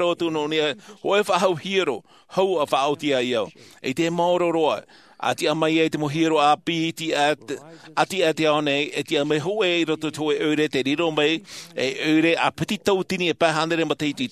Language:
Tahitian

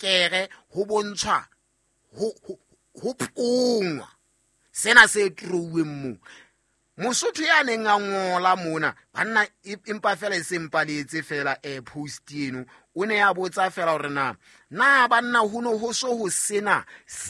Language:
Southern Sotho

